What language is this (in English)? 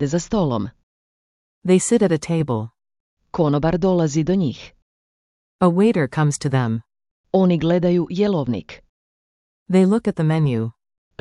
Croatian